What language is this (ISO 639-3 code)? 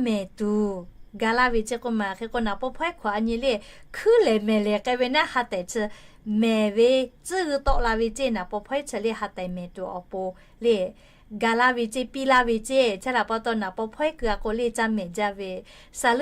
lhu